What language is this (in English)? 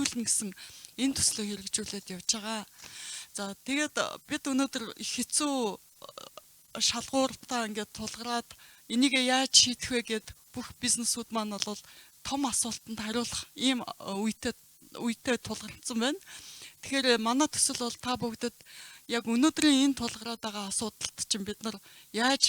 Mongolian